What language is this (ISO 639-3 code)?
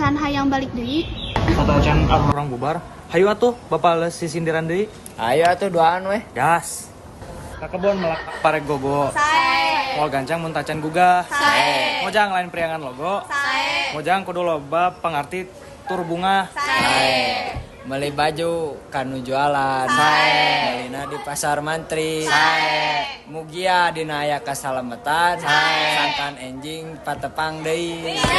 sun